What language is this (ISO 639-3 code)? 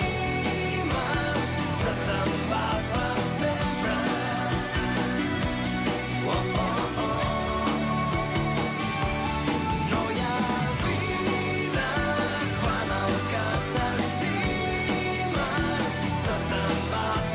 cat